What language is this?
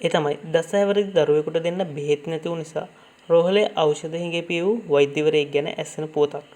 Sinhala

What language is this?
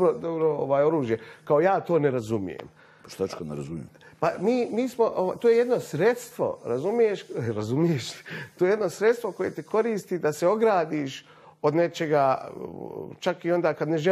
Bosnian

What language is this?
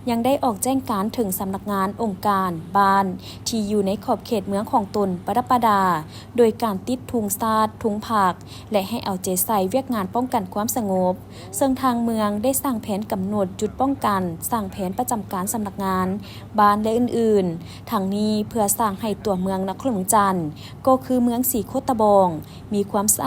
Lao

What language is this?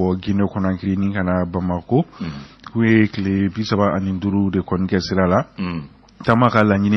Bambara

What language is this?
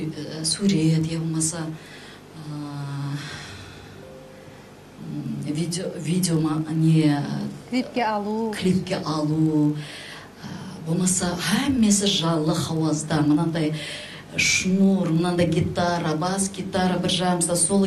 Kara-Kalpak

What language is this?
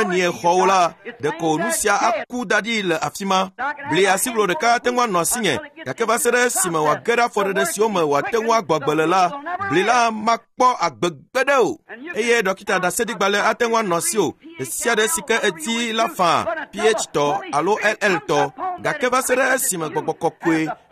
Ewe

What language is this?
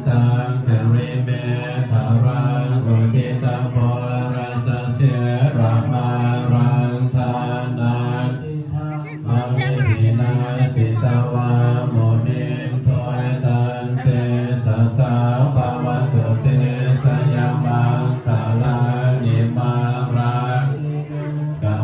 Pali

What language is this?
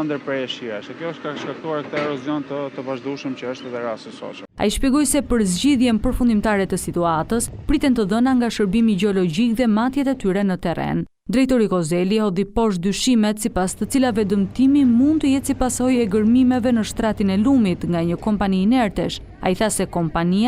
Albanian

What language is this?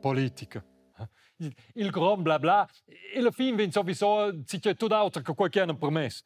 Romansh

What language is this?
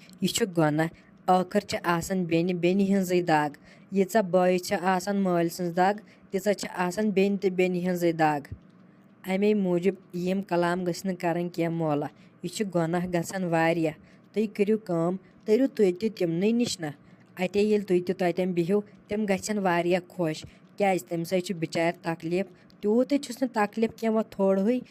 Kashmiri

